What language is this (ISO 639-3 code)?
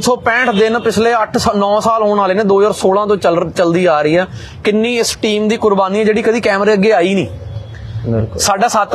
pan